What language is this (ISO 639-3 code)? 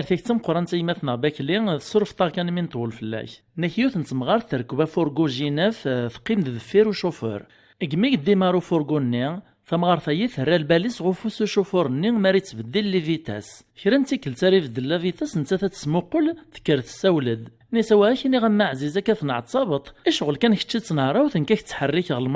kab